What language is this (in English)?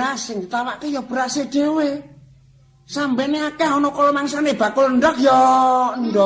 Javanese